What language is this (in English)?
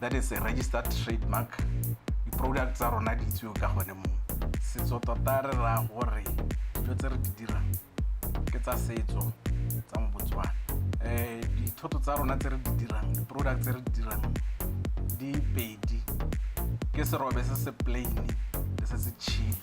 Tswana